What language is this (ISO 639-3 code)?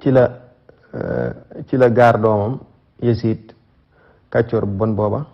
wol